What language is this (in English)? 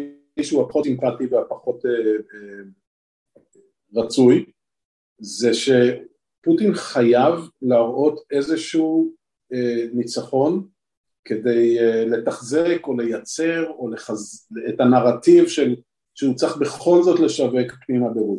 Hebrew